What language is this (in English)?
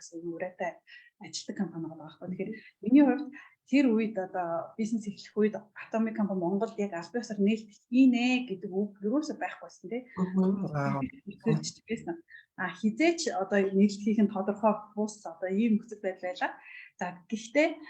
Mongolian